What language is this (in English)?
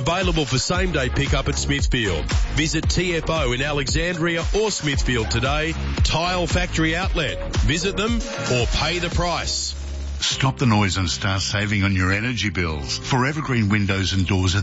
English